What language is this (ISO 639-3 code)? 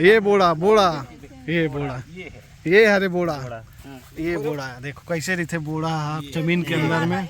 hne